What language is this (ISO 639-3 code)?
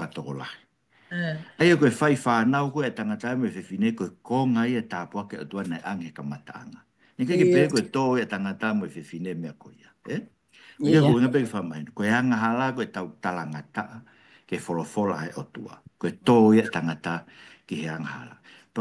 ton